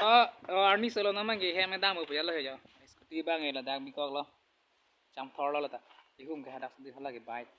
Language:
Karbi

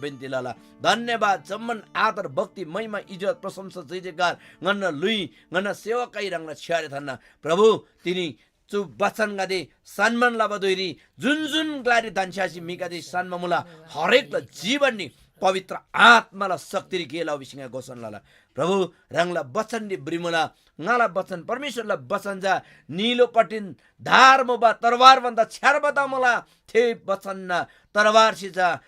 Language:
Eastern Tamang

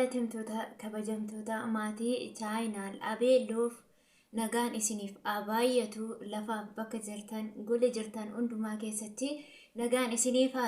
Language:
Oromo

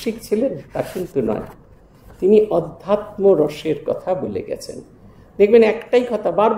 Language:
Bangla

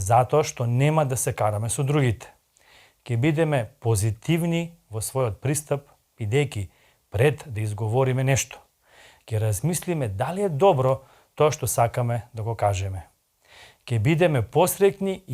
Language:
Macedonian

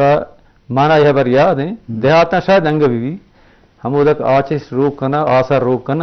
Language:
Eastern Balochi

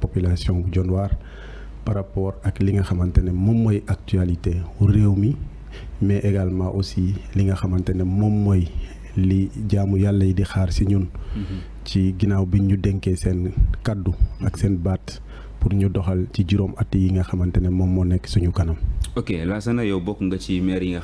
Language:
Wolof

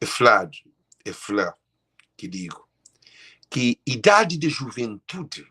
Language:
Kabuverdianu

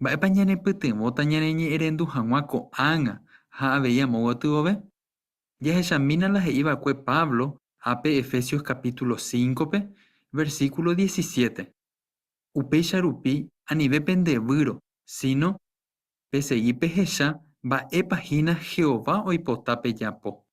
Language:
Guarani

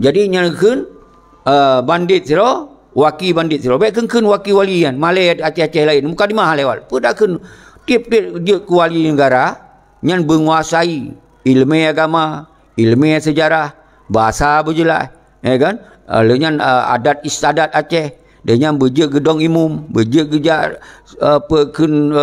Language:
Achinese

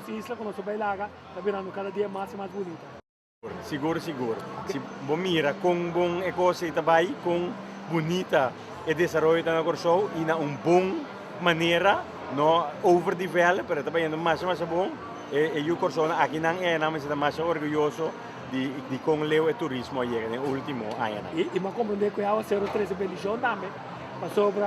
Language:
Papiamento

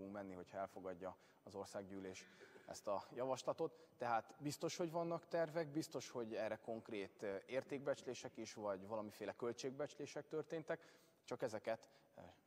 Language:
Hungarian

